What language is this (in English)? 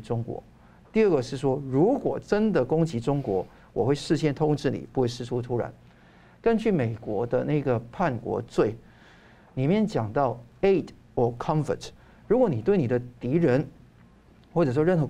Chinese